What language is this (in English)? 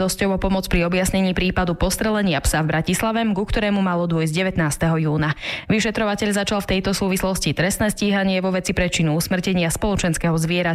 Slovak